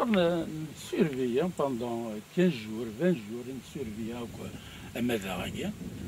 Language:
Kabyle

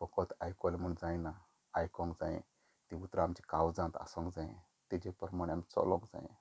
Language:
Konkani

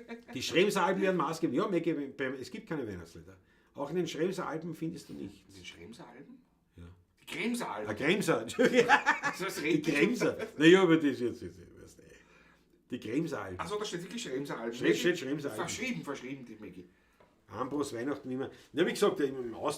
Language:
Bavarian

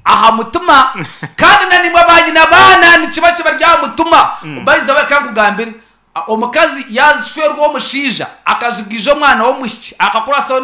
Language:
Nyankole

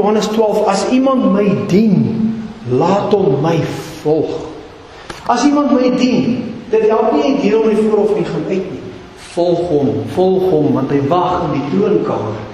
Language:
Afrikaans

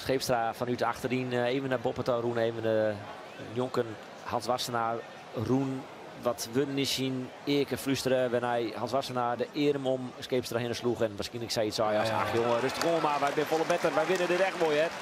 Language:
Western Frisian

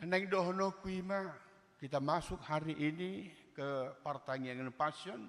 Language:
Batak Toba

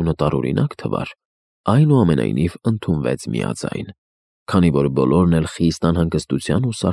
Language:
Armenian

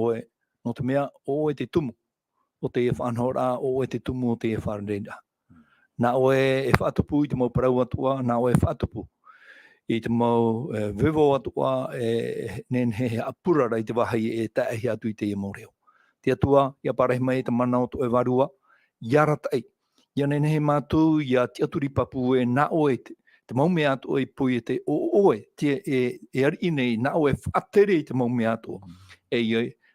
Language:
Tahitian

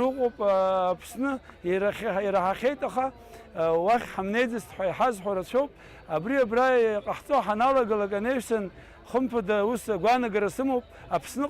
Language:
Abkhazian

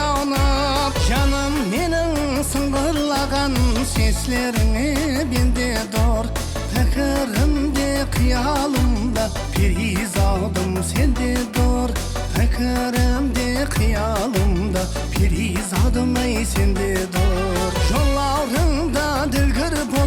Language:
Kara-Kalpak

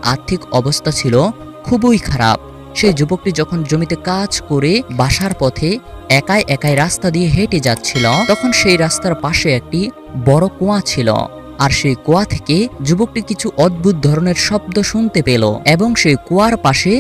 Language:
Bangla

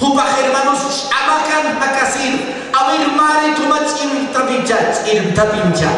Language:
Aymara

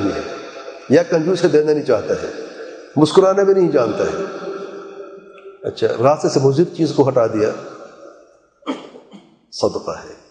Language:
Urdu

